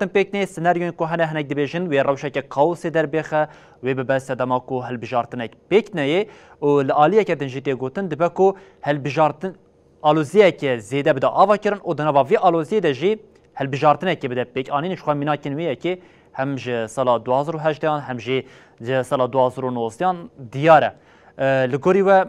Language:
Kurdish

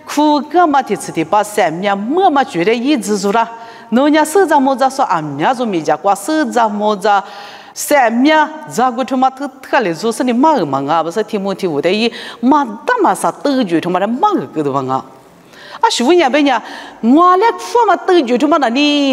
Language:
Lisu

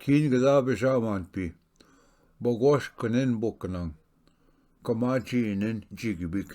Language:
Ojibwa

